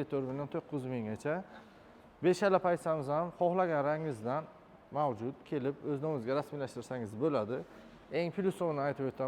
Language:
Uzbek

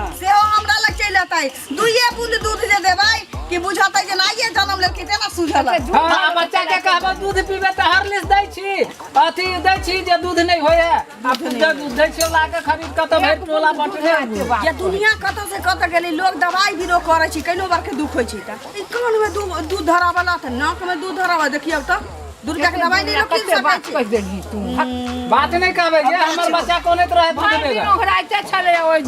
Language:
Maithili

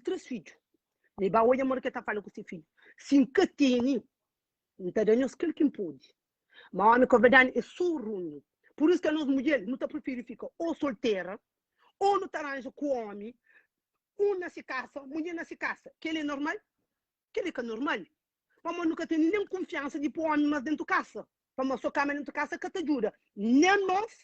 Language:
Kabuverdianu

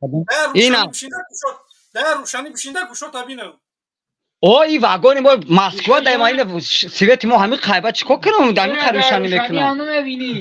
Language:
Tajik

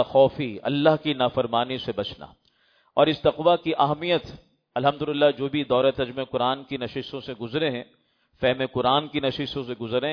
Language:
Urdu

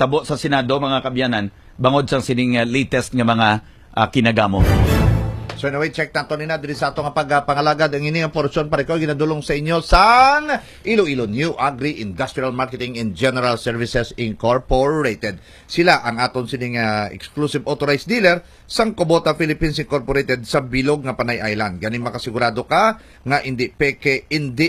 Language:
Hiligaynon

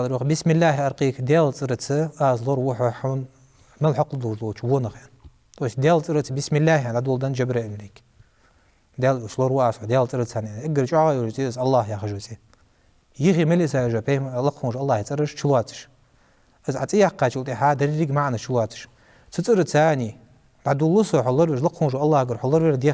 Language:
Ingush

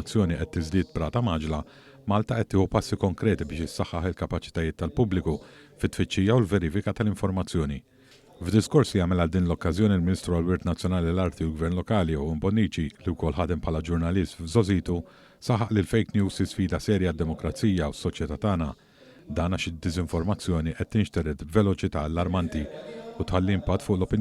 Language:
Maltese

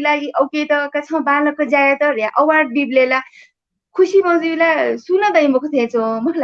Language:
Newari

